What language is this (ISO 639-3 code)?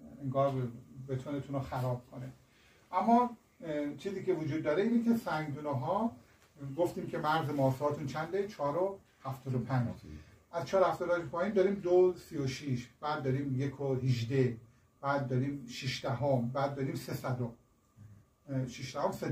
fas